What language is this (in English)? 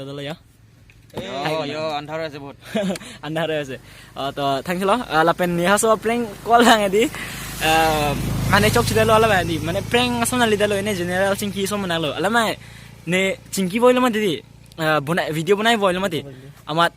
Karbi